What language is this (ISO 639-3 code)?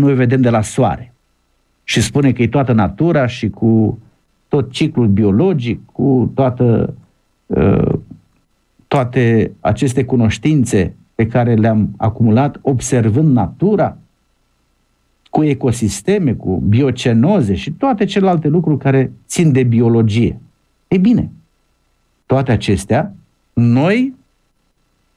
ron